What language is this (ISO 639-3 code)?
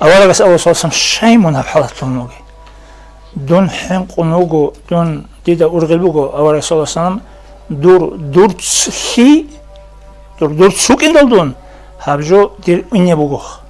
ava